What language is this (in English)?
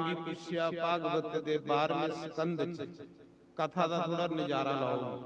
Dogri